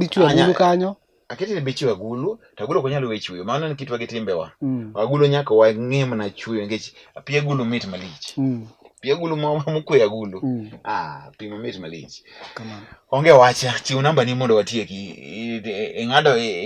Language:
Luo (Kenya and Tanzania)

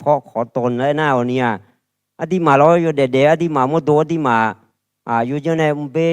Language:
Akha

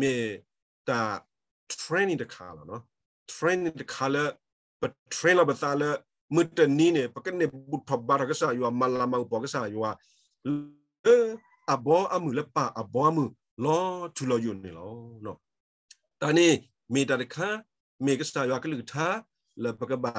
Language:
S'gaw Karen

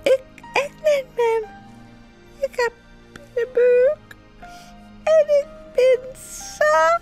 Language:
Western Frisian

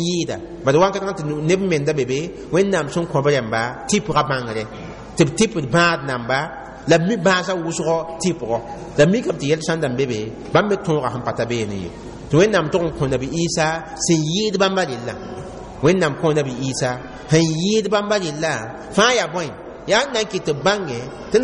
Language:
Mossi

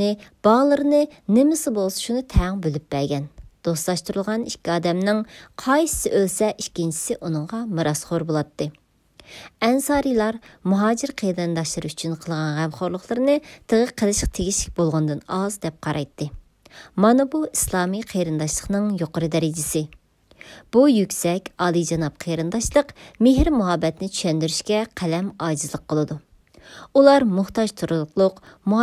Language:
Uyghur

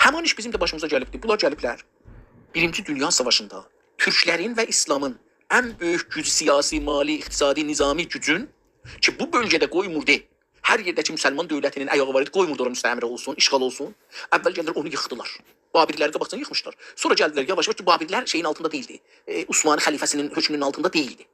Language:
South Azerbaijani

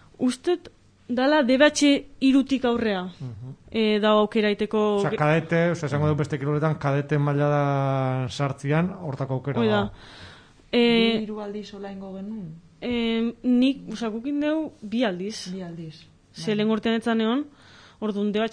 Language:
Basque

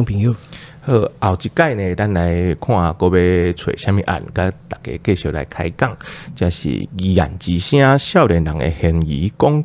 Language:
Min Nan Chinese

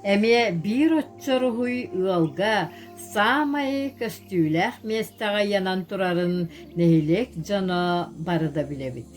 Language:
Yakut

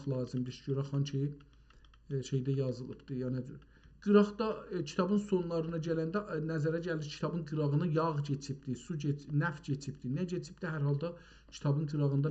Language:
South Azerbaijani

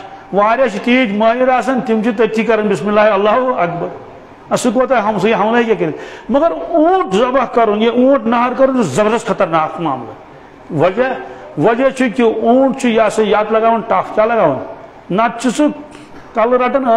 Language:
Kashmiri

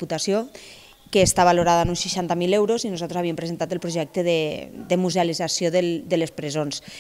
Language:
Catalan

